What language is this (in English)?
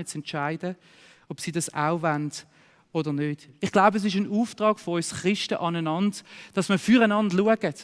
Swiss German